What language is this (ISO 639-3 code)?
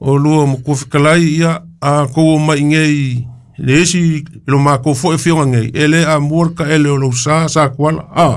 smo